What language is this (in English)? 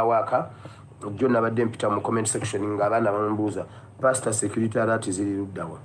Ganda